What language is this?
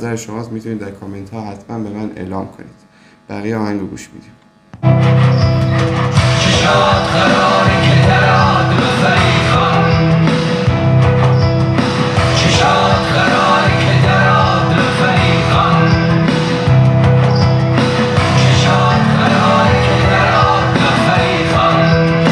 Persian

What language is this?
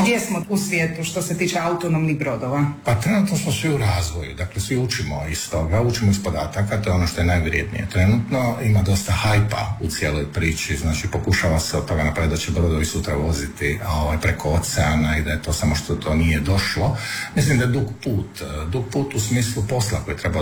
Croatian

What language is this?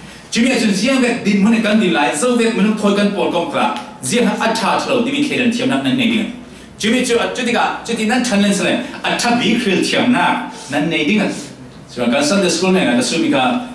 Falam Chin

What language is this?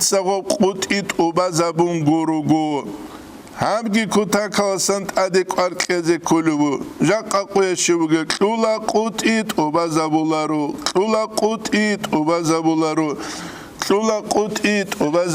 Avaric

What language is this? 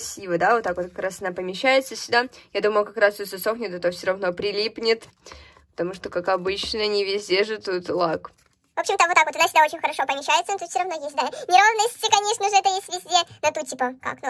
Russian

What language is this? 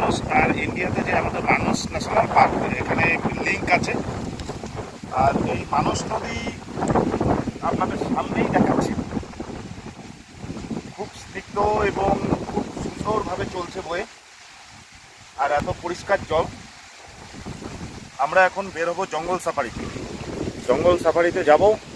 Bangla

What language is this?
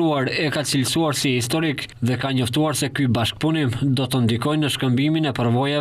Albanian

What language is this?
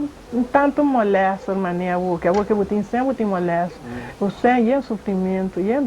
Papiamento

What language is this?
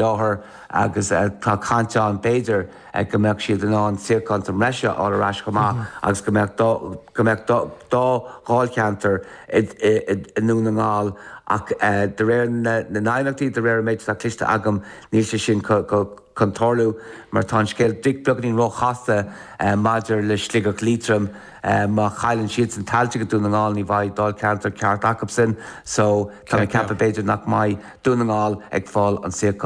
Irish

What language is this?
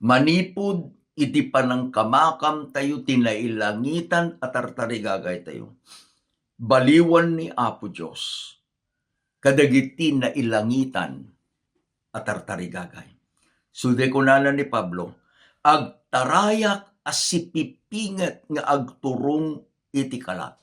Iloko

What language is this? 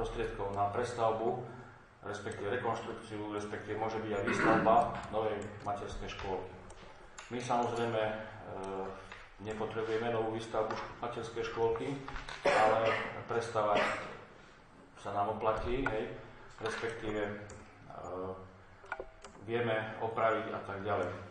Slovak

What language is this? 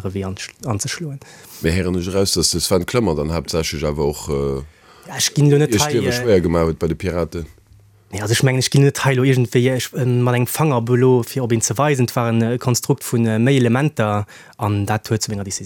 Luxembourgish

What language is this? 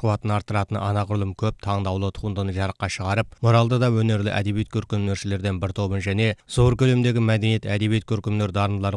Kazakh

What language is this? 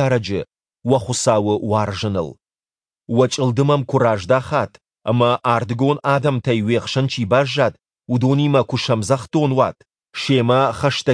Ossetic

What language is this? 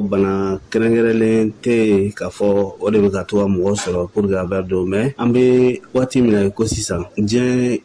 Bambara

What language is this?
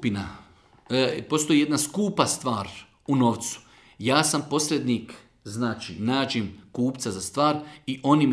Bosnian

